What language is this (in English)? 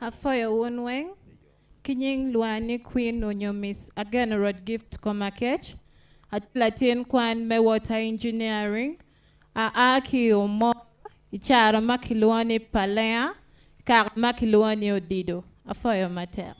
Acoli